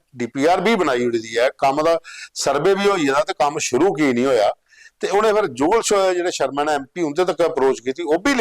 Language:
Dogri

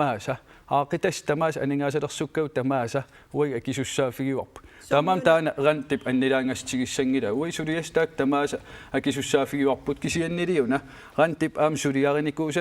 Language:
Kalaallisut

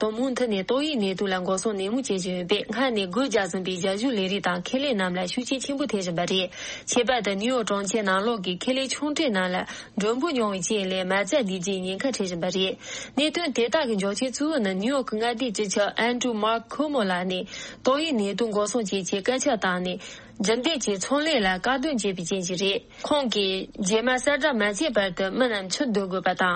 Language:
Tibetan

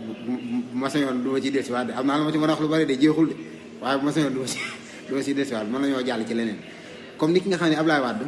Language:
Wolof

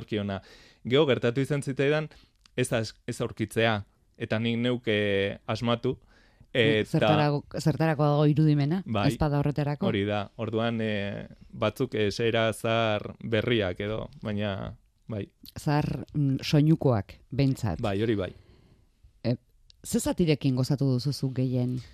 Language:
Basque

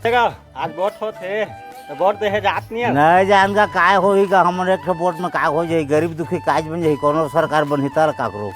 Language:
Chhattisgarhi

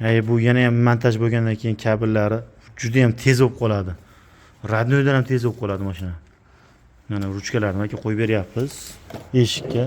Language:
Uzbek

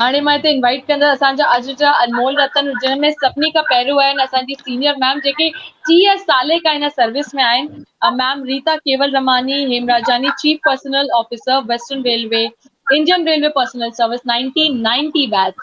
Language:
Sindhi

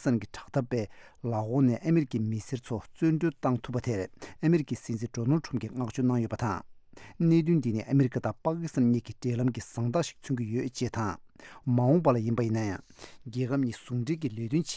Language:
Tibetan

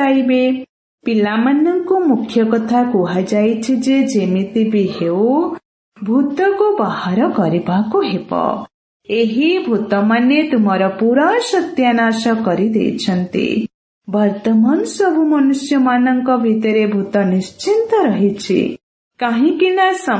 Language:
Odia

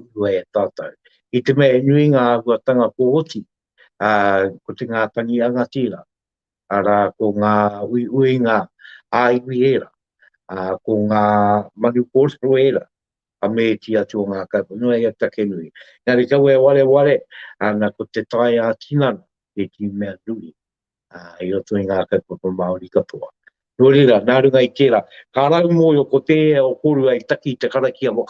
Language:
Māori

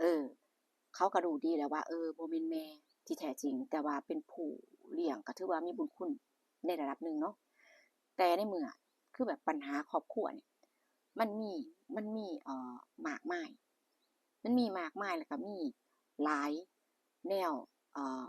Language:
Northeastern Thai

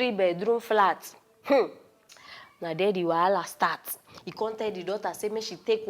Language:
Nigerian Pidgin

